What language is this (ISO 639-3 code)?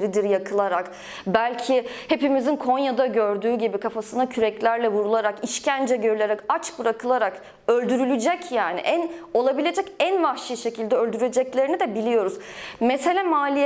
tur